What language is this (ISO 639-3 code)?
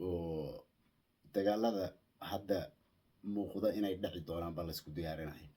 som